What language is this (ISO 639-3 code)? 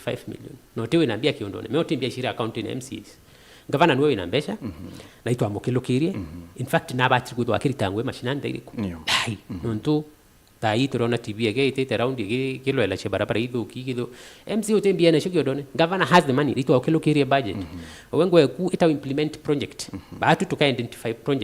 mer